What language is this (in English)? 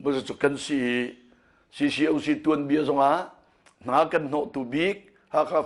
Hakha Chin